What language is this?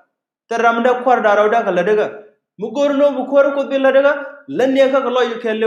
Nuer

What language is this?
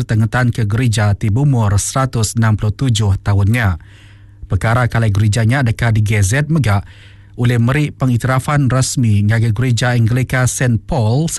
Iban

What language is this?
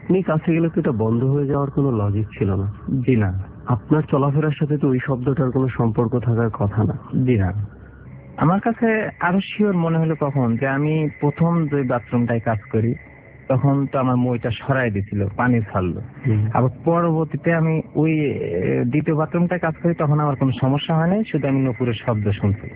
Bangla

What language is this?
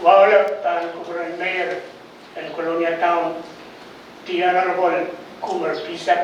Pohnpeian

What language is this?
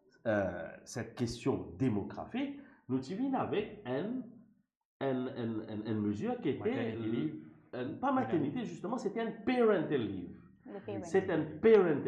Morisyen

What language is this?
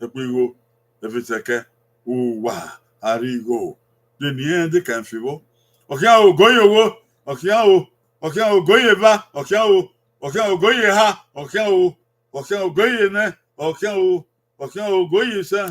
Bini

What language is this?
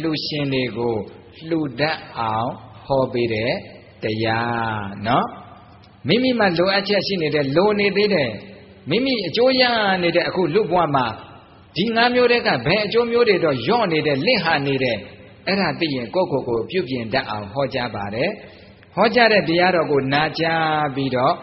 Burmese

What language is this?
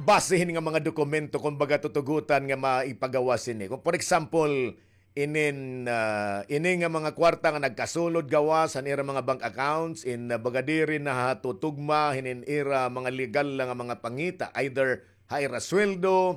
Waray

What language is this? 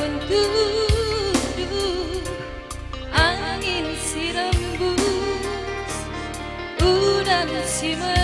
Batak Karo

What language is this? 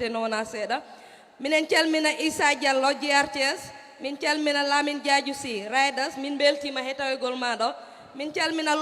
Fula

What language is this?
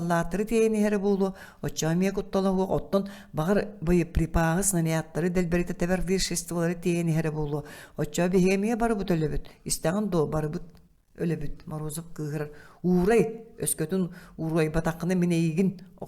Yakut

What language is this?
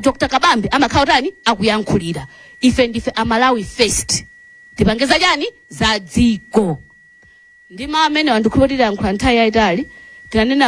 Nyanja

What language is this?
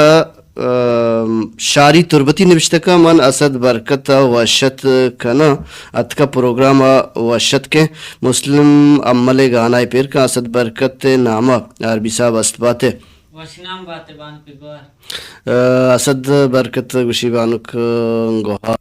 Baluchi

